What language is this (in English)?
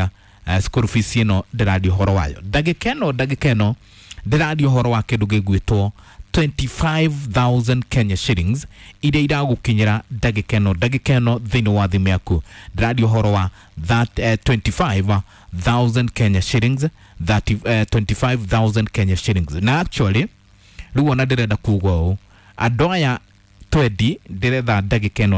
Kikuyu